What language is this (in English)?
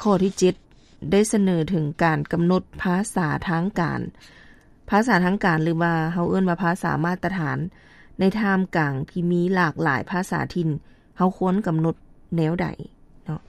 Lao